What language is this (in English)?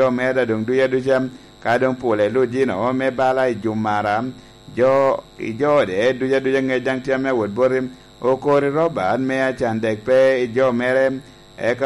Lango (Uganda)